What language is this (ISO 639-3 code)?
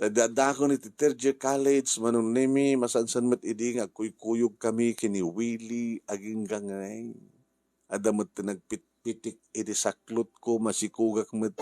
ilo